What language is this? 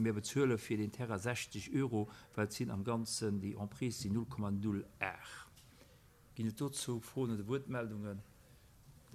Luxembourgish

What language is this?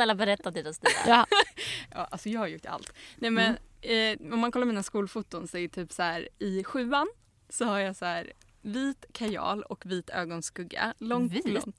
Swedish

